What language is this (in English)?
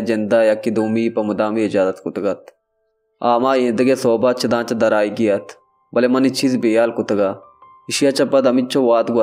Baluchi